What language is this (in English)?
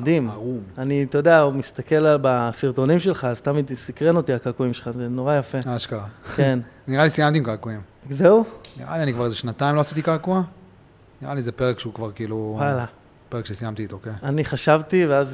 Hebrew